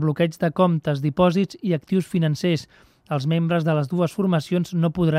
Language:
Catalan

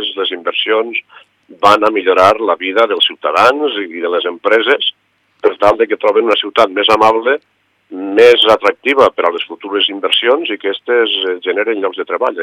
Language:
Catalan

